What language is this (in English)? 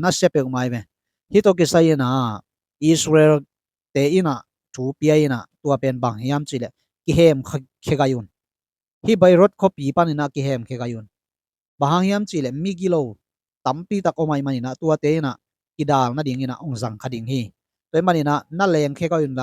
Tedim Chin